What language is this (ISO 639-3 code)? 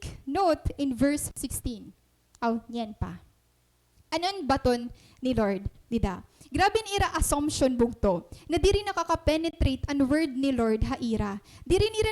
war